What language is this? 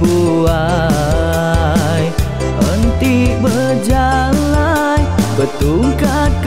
Iban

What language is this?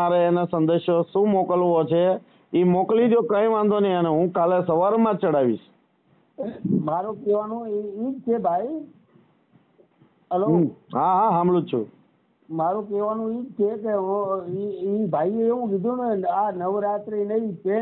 Gujarati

